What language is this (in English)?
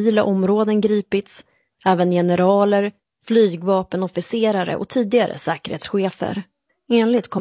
Swedish